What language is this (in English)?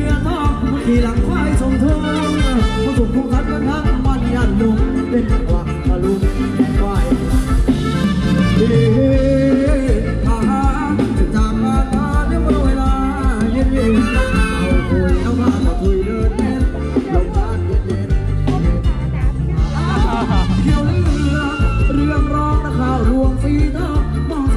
Thai